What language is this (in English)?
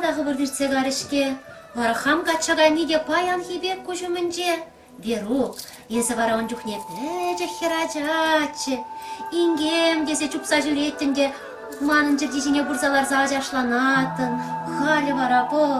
Chuvash